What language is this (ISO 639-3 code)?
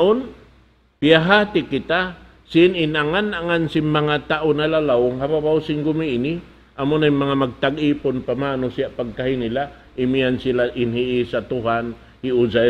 tsg